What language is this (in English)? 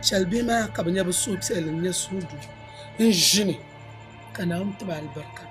Dagbani